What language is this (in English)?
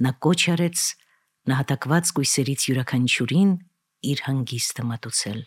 Armenian